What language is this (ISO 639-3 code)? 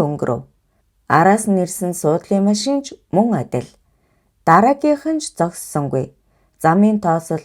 mon